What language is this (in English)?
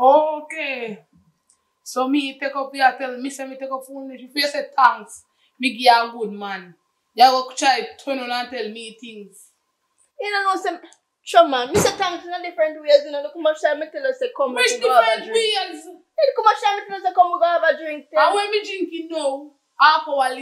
Jamaican Creole English